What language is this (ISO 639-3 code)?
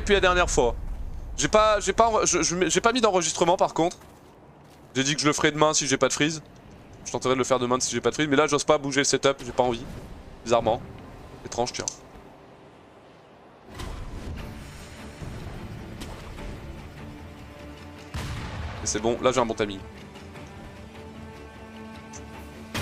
fra